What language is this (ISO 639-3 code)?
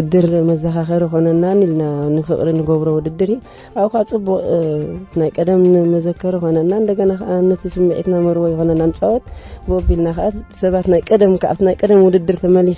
tir